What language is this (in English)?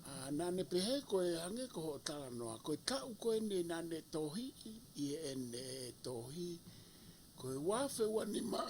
Tongan